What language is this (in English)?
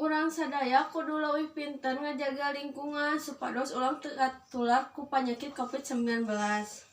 Sundanese